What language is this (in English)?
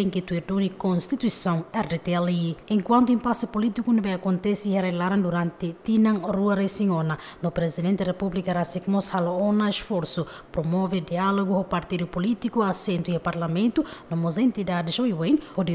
Tetum